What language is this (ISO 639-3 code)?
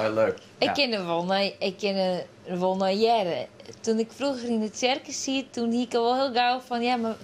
fry